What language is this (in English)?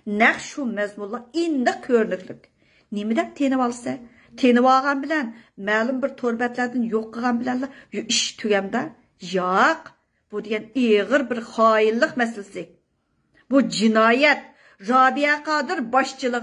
Uyghur